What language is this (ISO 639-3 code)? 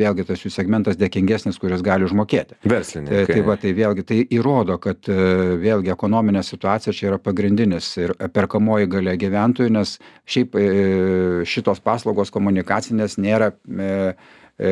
lit